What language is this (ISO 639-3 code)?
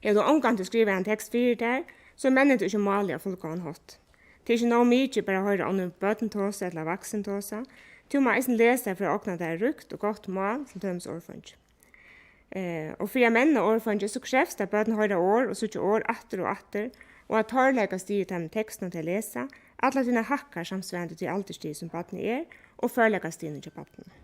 fao